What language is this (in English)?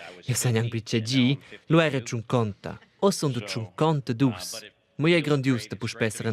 Romansh